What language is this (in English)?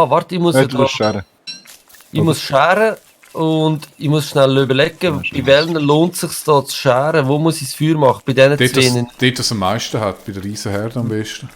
Swiss German